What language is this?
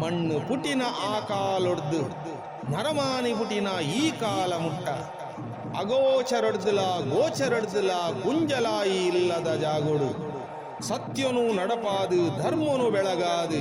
Tulu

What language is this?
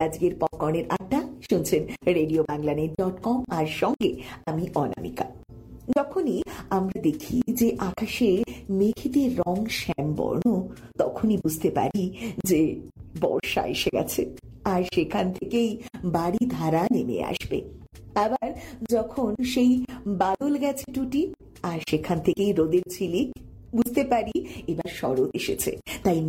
Bangla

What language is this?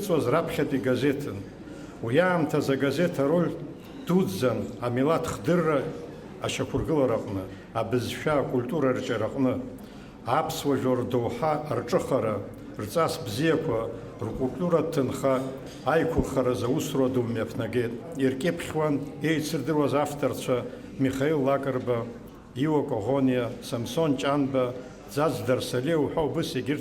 Abkhazian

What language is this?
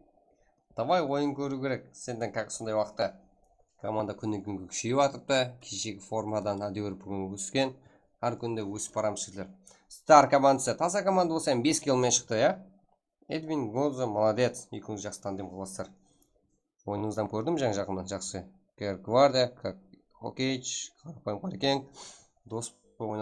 Kara-Kalpak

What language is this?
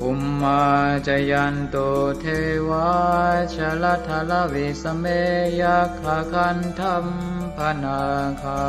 Pali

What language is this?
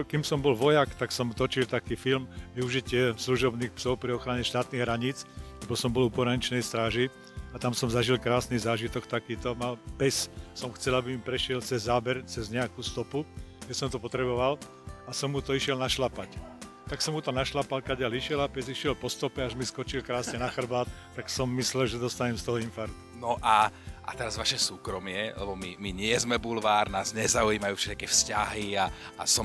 Slovak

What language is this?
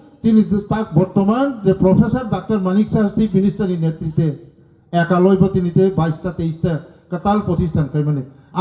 Riang (India)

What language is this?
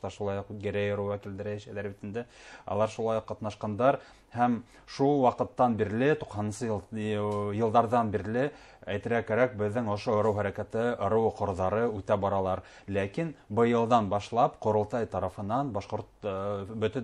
Bashkir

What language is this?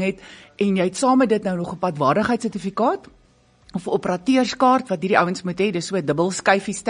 Afrikaans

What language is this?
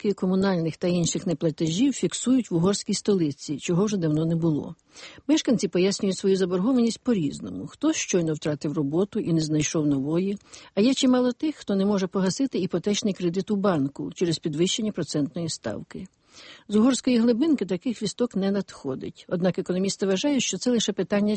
Ukrainian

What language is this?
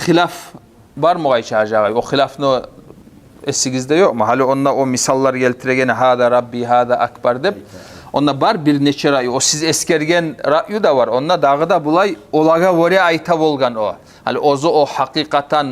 Kumyk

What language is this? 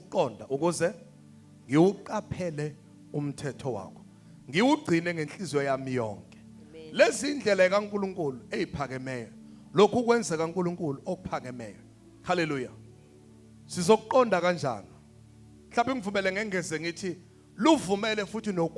Zulu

